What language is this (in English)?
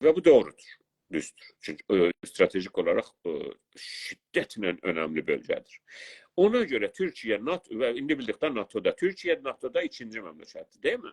South Azerbaijani